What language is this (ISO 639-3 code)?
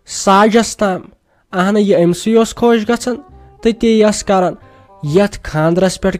kas